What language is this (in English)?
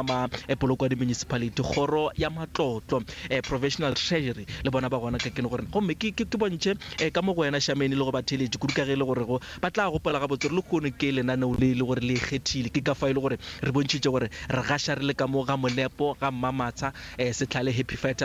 Northern Sotho